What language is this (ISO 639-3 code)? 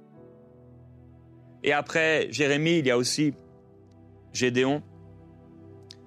fra